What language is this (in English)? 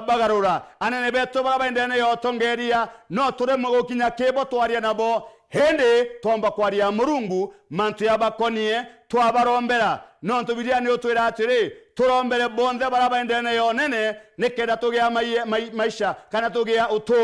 Meru